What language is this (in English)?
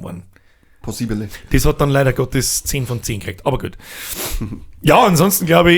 Bavarian